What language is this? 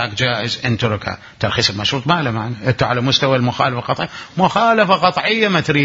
Mesopotamian Arabic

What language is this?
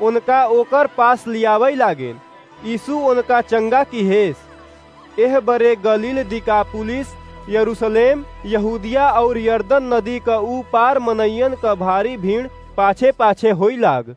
Awadhi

